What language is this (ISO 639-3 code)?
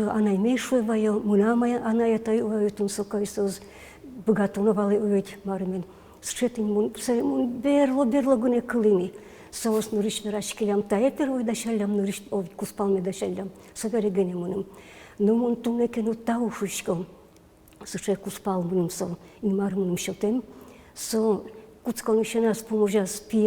udm